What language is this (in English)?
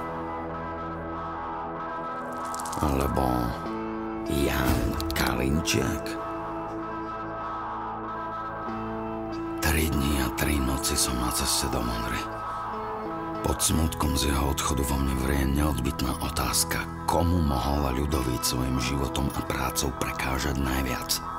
Slovak